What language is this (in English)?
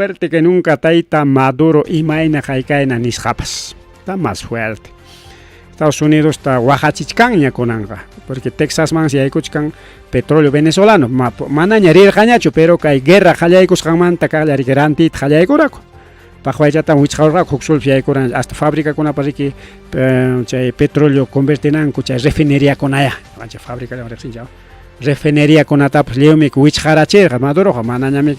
Ayacucho Quechua